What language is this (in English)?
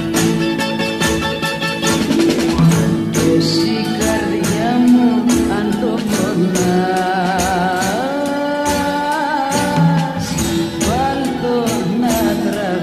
Greek